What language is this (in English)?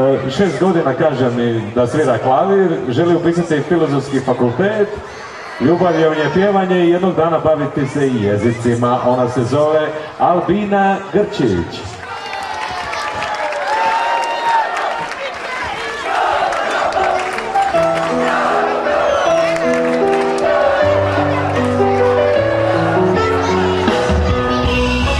Croatian